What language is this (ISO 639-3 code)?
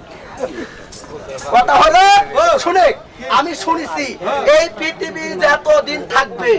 ben